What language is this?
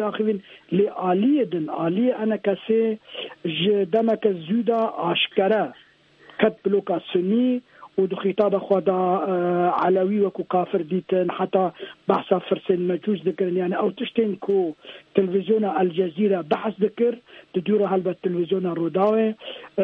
Kurdish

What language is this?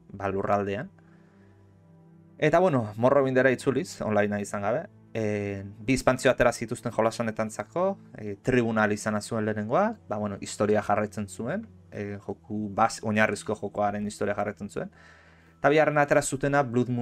Basque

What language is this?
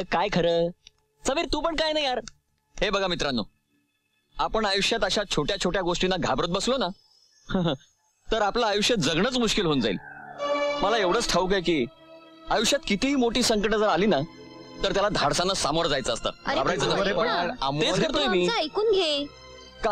Marathi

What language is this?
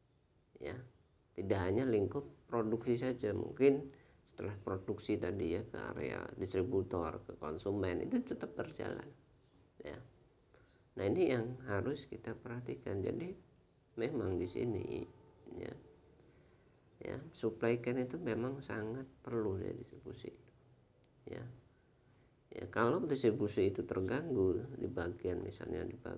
Indonesian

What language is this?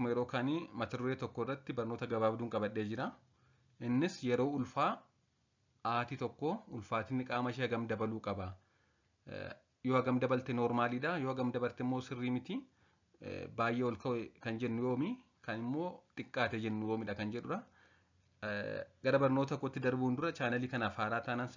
Oromo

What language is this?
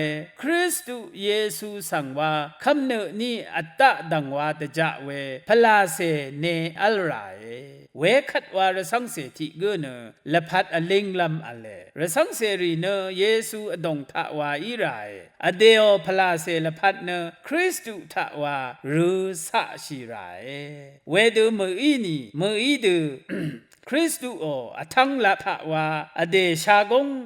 Rawang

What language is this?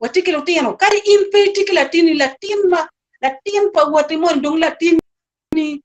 Acoli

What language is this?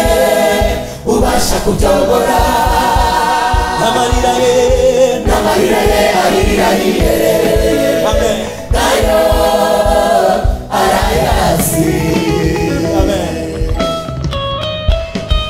Kinyarwanda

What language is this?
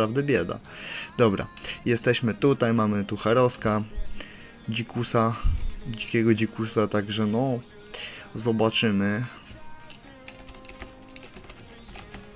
Polish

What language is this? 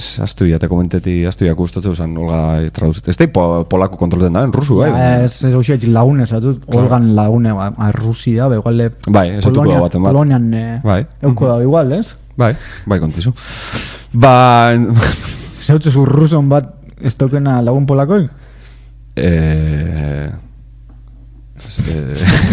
Basque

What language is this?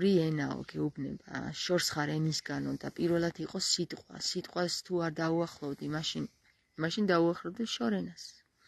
Georgian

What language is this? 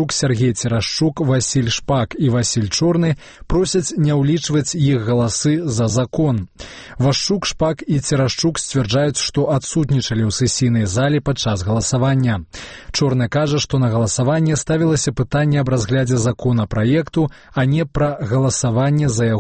Belarusian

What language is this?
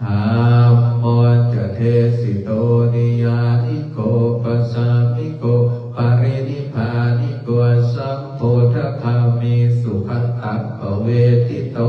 Pali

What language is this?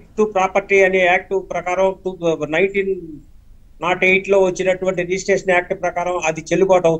Telugu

